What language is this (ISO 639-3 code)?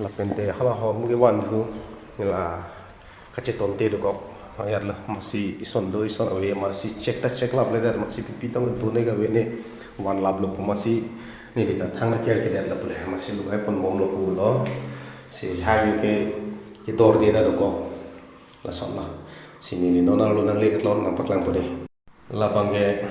mjw